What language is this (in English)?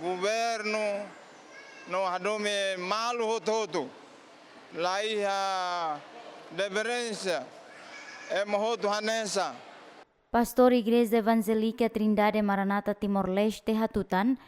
Tetum